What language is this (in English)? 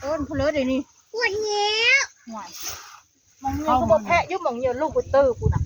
Northeastern Thai